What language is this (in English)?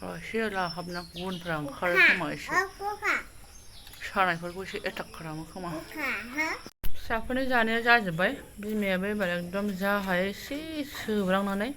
Bodo